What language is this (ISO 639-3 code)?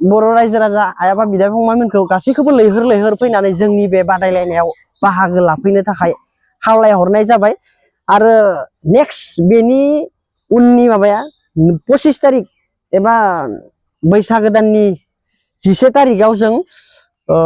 brx